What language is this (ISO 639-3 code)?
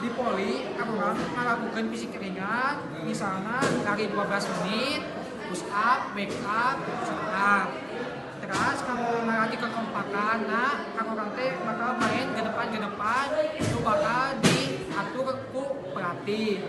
sun